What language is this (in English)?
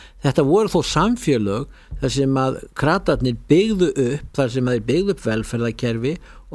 Icelandic